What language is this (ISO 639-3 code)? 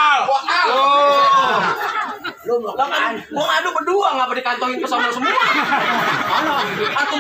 bew